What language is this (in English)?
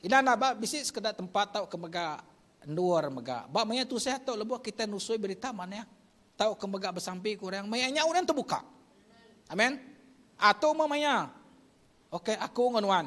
Iban